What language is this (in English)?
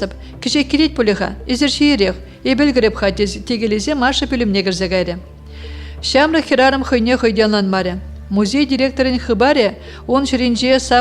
Chuvash